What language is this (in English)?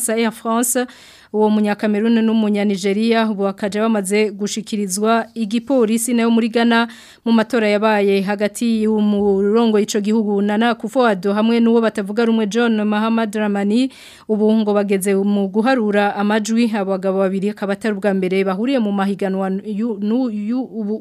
Rundi